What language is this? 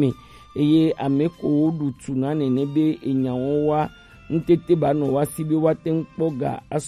Gen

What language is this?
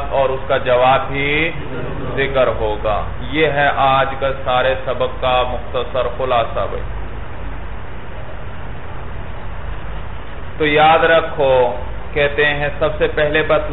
Urdu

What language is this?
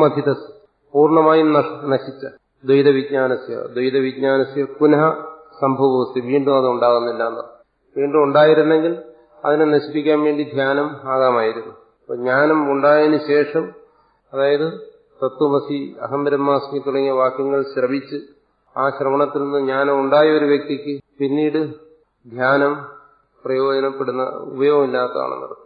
Malayalam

